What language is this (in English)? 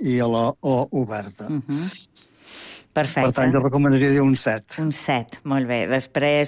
Catalan